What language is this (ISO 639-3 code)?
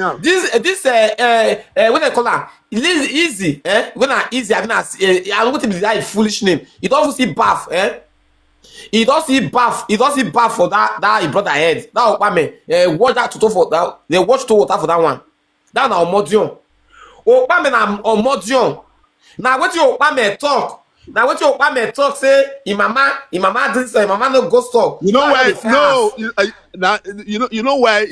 pcm